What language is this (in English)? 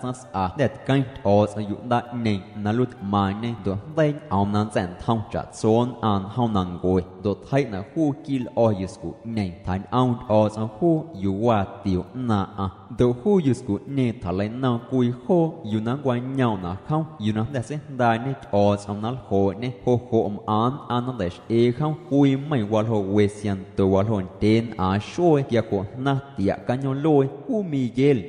Guerrero Amuzgo